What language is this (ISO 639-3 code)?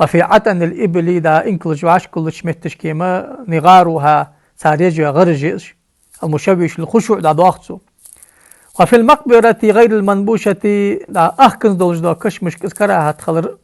inh